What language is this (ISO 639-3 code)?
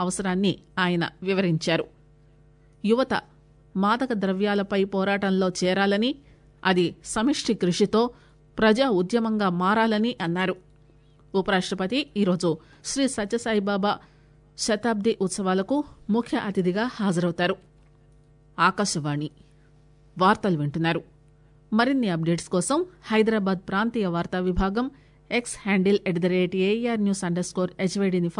tel